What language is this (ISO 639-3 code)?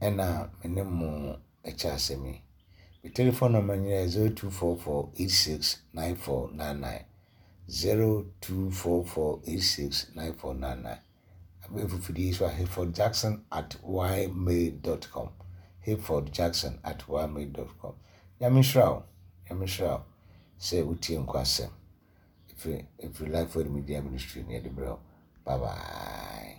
aka